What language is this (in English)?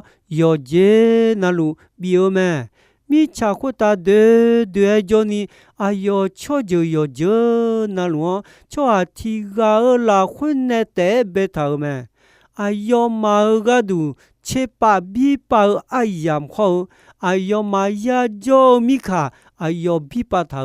Akha